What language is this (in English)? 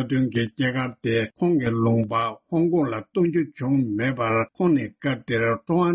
Tibetan